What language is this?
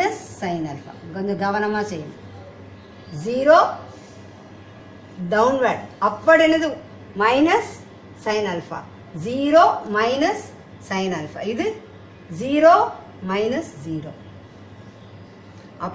Tamil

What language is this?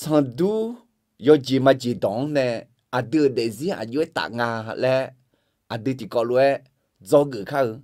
Akha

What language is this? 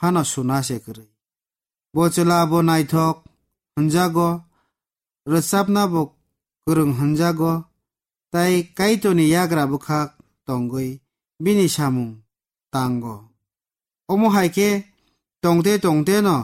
Kok Borok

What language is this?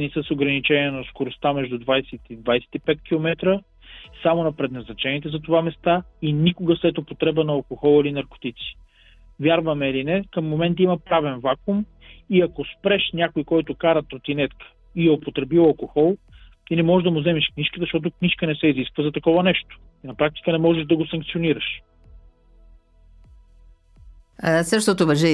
Bulgarian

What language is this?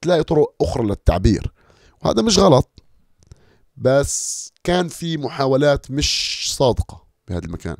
North Levantine Arabic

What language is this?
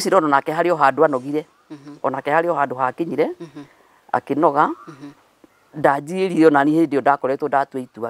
Kikuyu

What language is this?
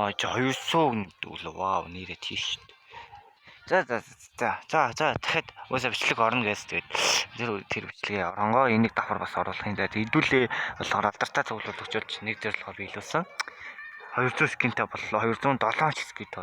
Mongolian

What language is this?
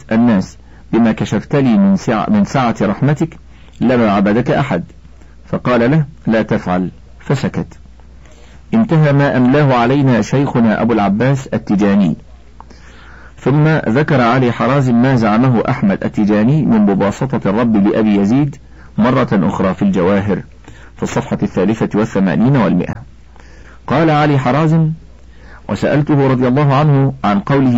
Arabic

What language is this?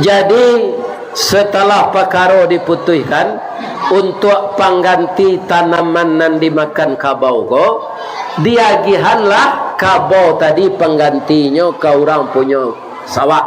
Minangkabau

